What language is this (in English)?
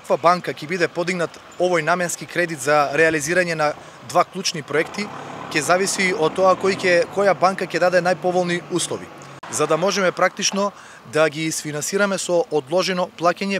Macedonian